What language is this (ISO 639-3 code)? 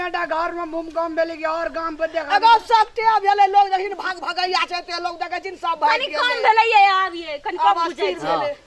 mai